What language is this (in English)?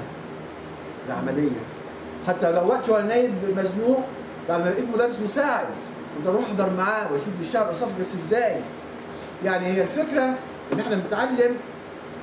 Egyptian Arabic